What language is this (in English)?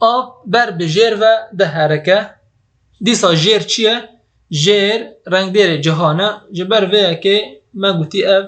Kurdish